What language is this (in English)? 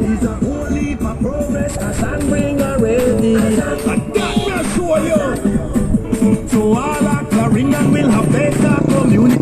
Jamaican Creole English